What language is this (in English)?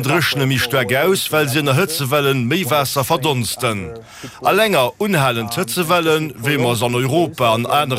Luxembourgish